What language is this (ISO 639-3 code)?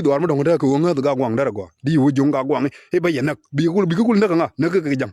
nus